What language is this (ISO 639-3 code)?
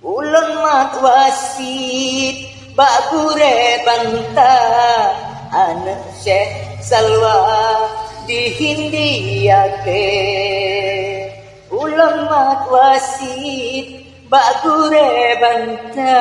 ace